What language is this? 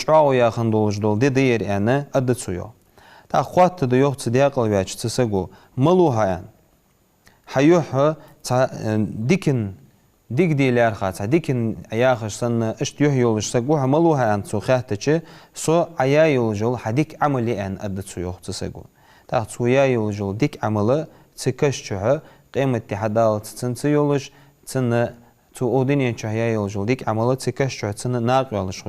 Ingush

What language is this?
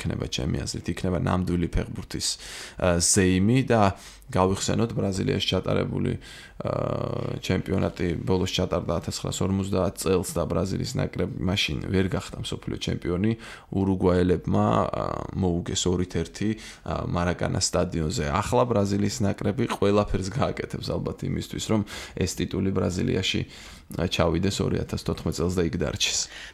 Georgian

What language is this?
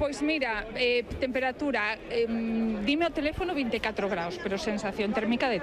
Galician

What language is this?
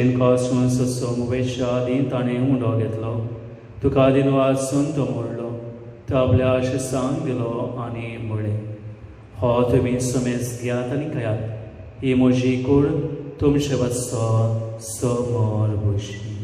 Konkani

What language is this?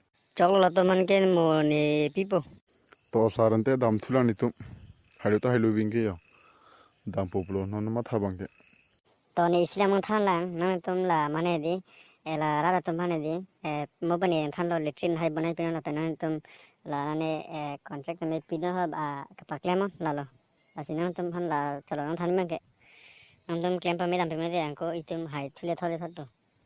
Karbi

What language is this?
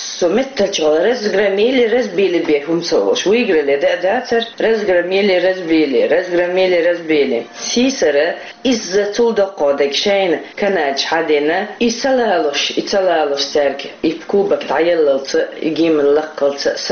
Chechen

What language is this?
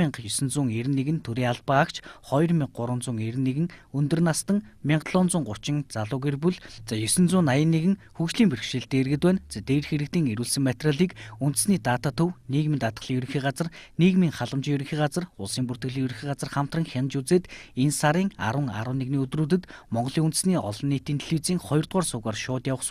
Mongolian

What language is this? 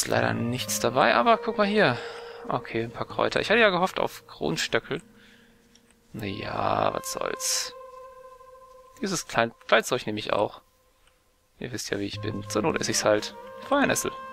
German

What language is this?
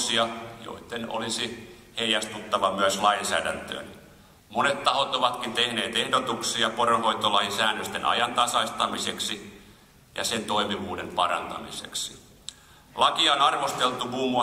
Finnish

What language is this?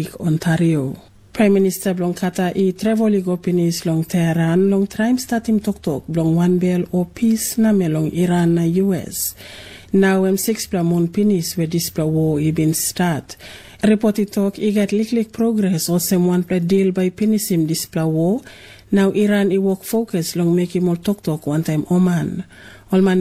Tok Pisin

